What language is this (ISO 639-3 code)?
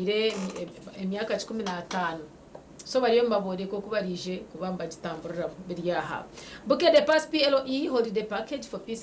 nyn